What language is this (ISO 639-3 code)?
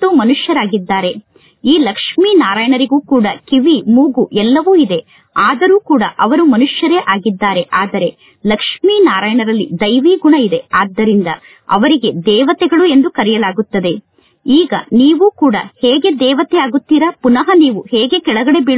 kan